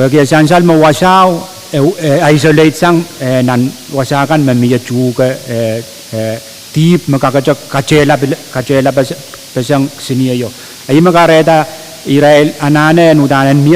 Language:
Pohnpeian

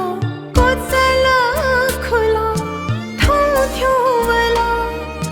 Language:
Newari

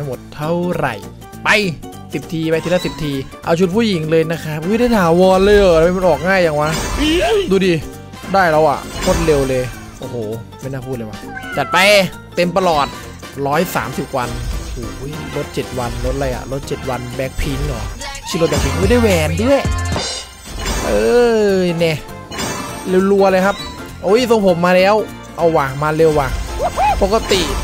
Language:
Thai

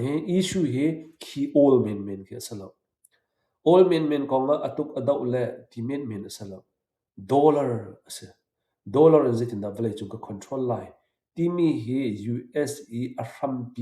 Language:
Hakha Chin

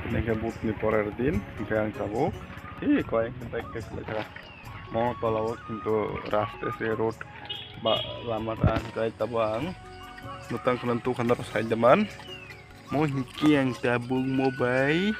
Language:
Kok Borok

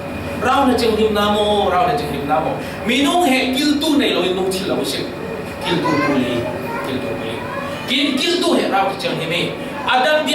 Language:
Falam Chin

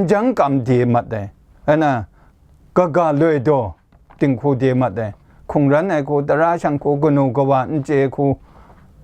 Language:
Kachin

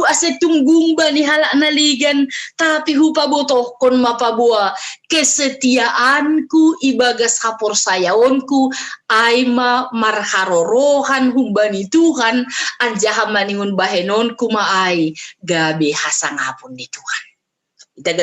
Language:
Batak Simalungun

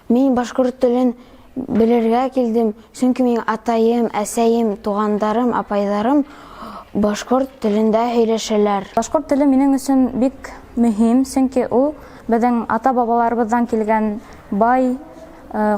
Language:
Bashkir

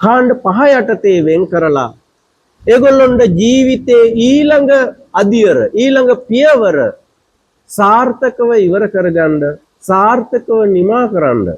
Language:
Sinhala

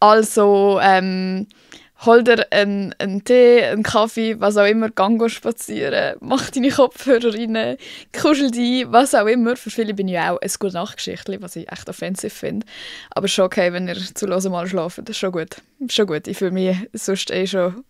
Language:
Swiss German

